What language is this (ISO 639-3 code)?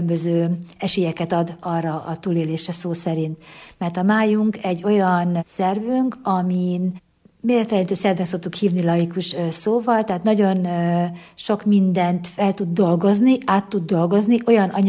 hun